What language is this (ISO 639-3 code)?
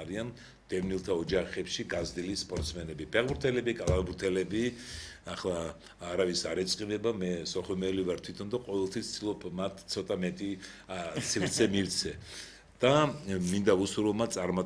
kat